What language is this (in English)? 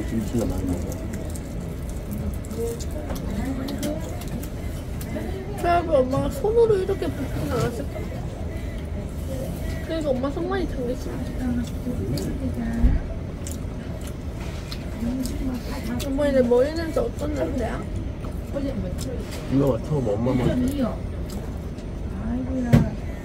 Korean